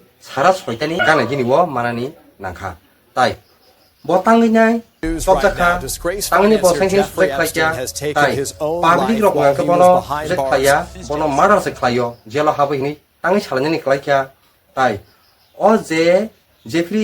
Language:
Kok Borok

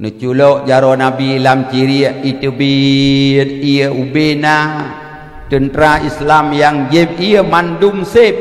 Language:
Achinese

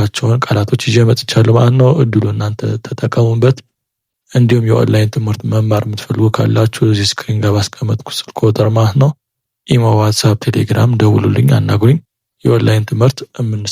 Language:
Amharic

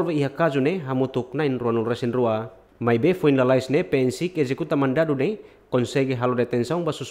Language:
Tetum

